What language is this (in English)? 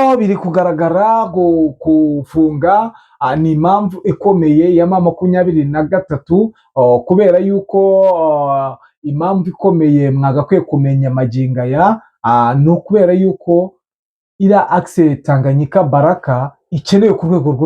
Kinyarwanda